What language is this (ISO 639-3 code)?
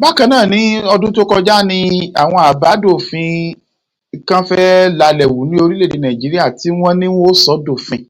yor